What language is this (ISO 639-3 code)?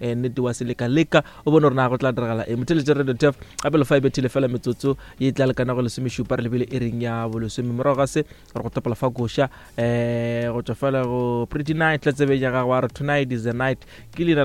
nso